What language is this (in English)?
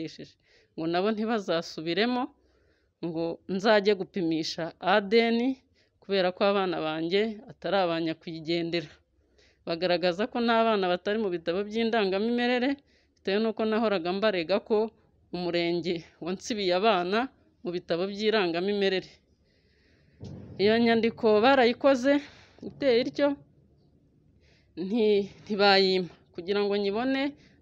Kinyarwanda